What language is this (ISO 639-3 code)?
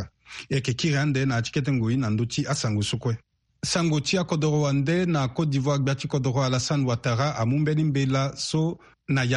sag